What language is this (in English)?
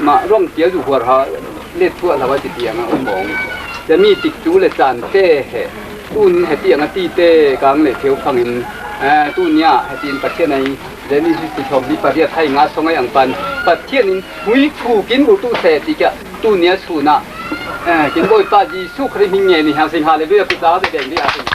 Falam Chin